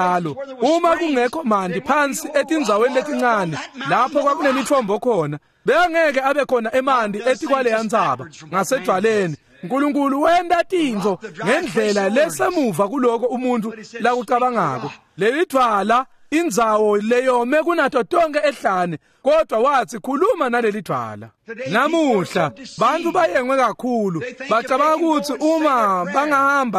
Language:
Swati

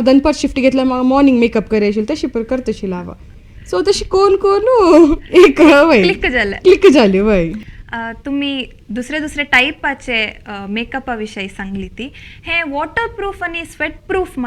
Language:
Konkani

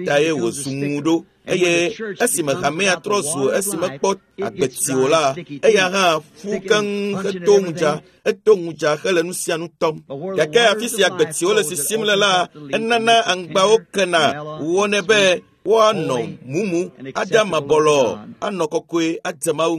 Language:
Ewe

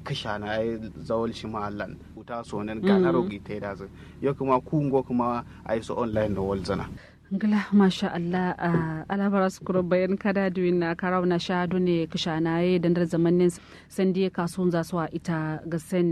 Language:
Kanuri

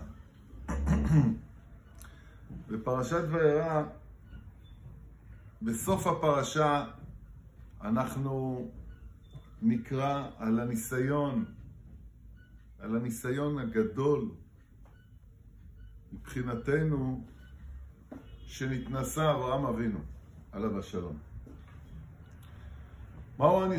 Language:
Hebrew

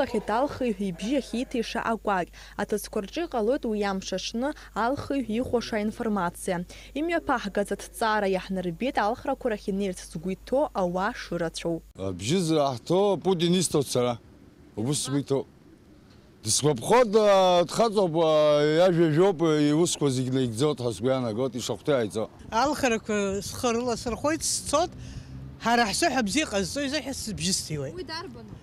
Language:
Abkhazian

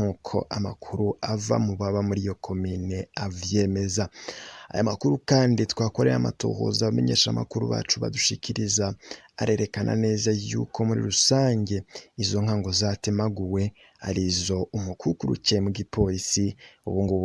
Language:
Rundi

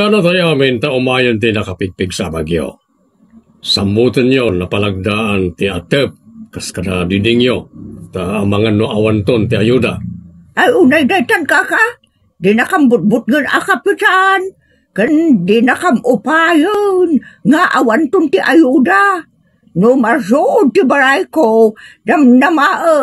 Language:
Iloko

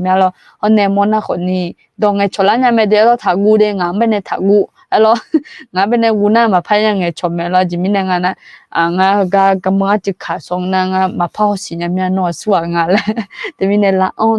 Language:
Akha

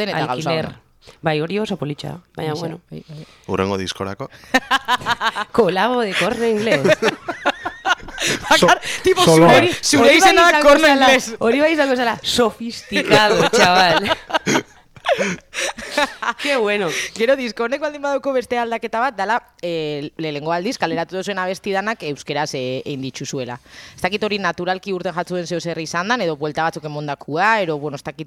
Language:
Basque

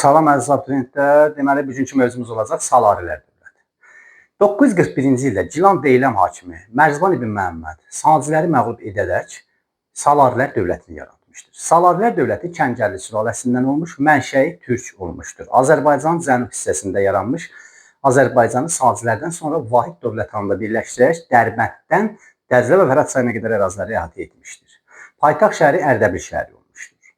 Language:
Azerbaijani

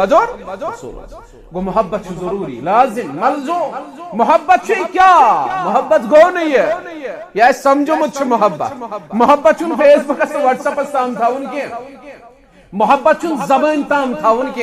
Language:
Kashmiri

